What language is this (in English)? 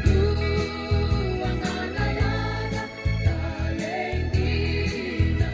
Fijian